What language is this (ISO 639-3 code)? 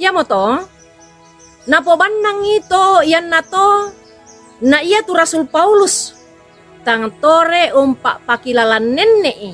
sda